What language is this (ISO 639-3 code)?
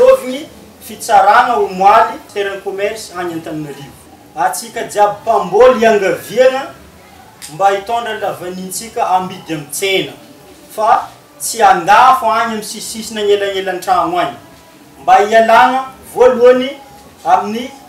mlg